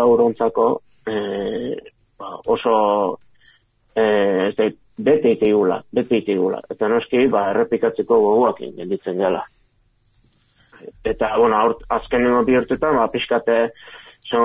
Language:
Basque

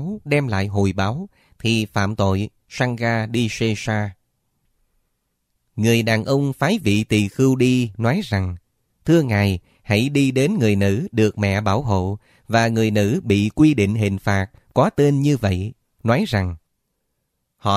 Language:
Vietnamese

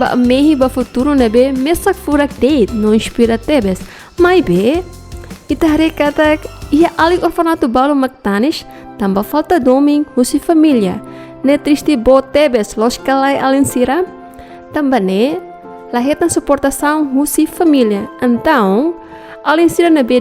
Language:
Tetum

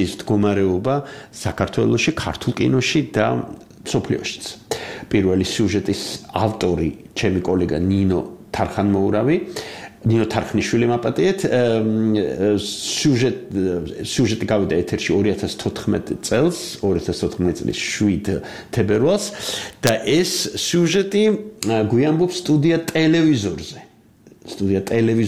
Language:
Georgian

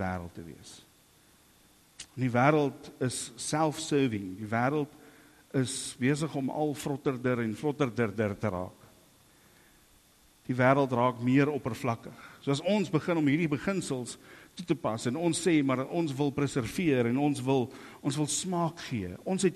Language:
Afrikaans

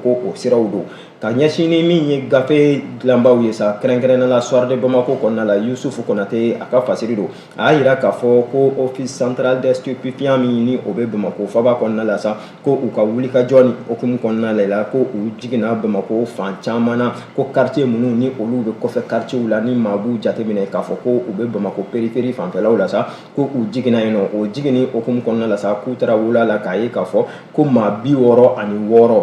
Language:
Bambara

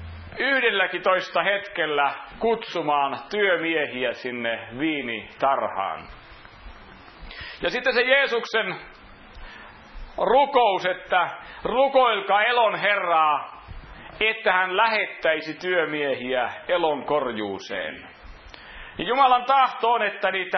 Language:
Finnish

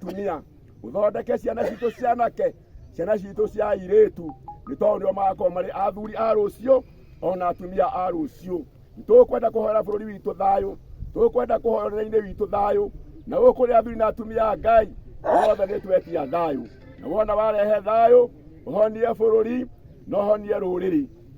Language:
Kikuyu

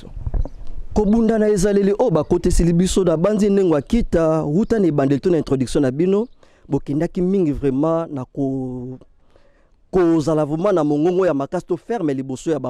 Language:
Lingala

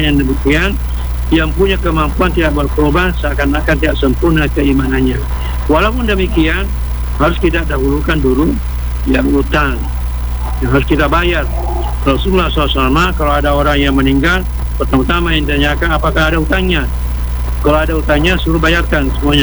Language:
Indonesian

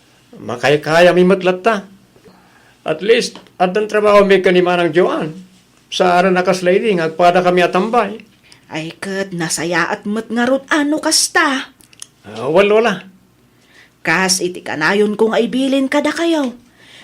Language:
Iloko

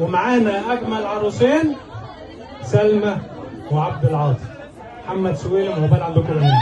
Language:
Egyptian Arabic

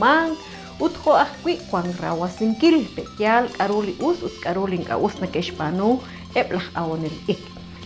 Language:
Kekchí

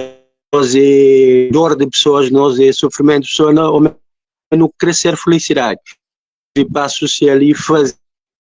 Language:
Kabuverdianu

